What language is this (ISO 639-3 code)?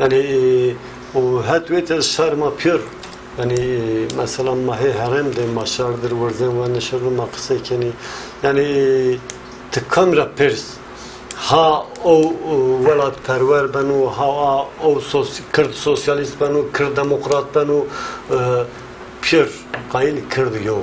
zza